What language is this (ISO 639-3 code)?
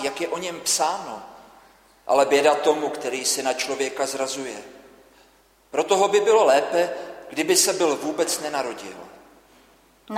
ces